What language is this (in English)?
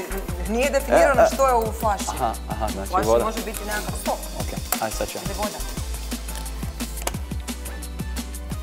Croatian